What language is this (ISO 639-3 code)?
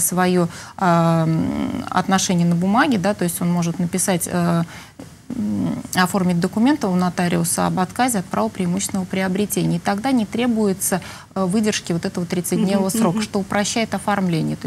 rus